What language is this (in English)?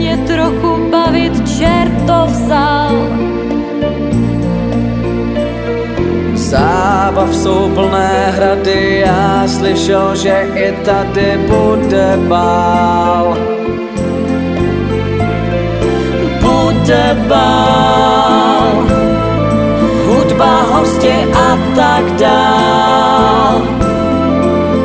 Czech